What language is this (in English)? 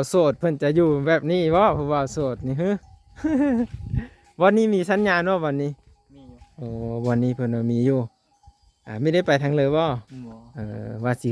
Lao